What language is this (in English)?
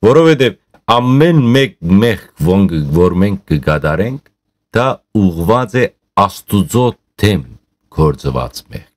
Western Armenian